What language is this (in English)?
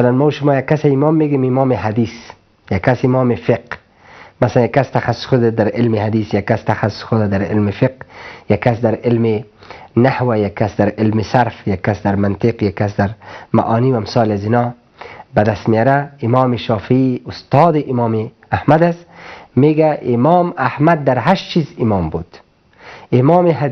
Persian